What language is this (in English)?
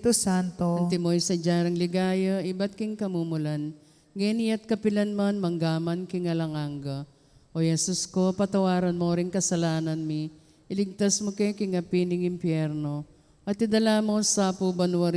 Pampanga